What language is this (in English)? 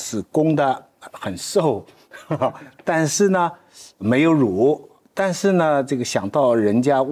Chinese